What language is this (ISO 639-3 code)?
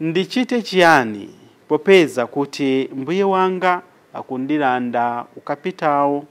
nya